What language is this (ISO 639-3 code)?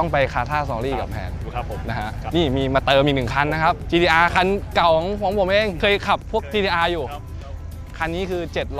tha